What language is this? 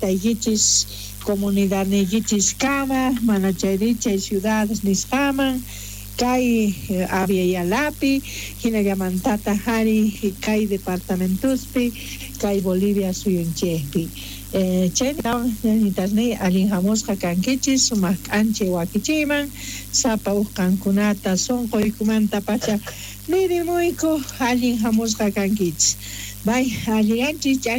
South Bolivian Quechua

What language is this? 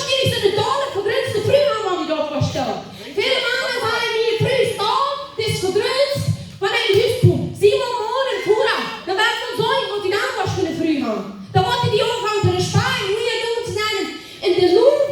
Plautdietsch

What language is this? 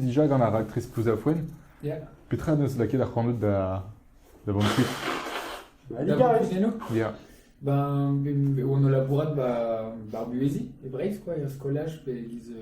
Breton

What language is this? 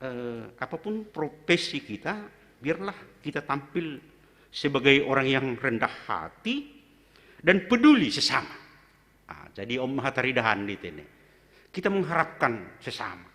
Batak Simalungun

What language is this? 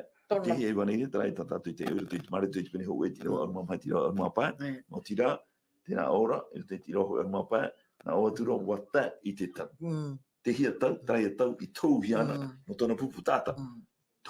Tahitian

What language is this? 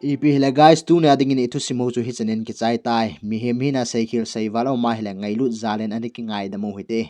Thado Chin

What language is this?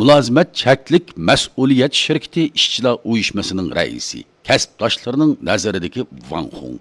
Uyghur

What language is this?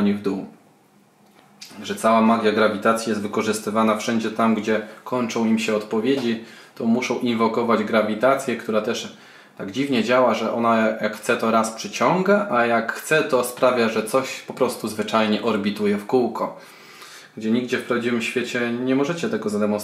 Polish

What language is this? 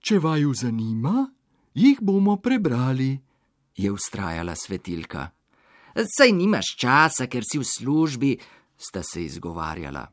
Slovenian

